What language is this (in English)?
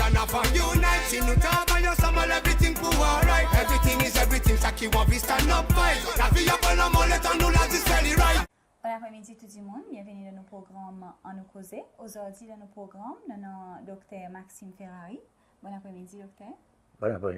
Seselwa Creole French